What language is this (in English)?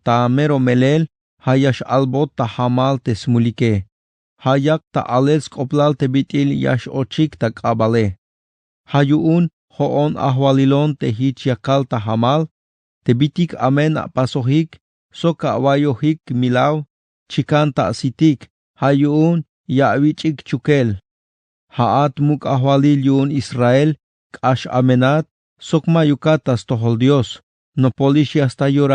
Tzeltal